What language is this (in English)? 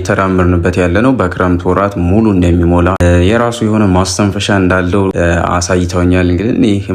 Amharic